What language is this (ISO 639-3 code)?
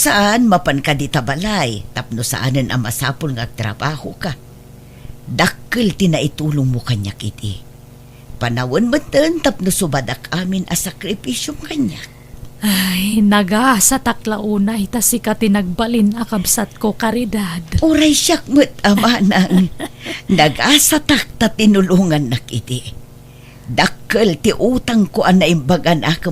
ilo